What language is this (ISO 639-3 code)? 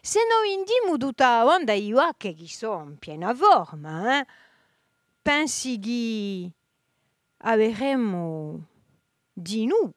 cos